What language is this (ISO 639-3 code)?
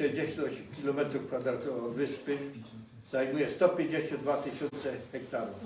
szl